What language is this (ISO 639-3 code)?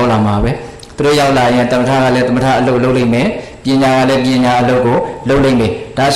mya